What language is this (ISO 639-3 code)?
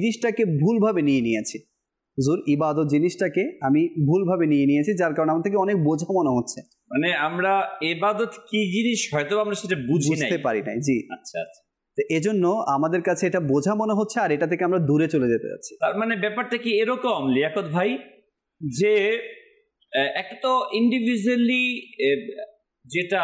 ben